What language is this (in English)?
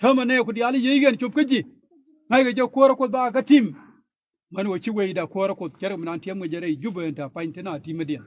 Nuer